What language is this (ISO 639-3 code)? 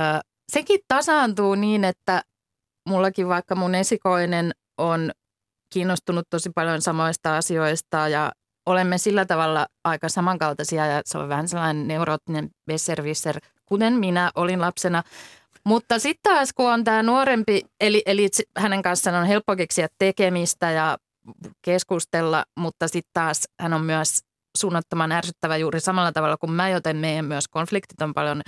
fin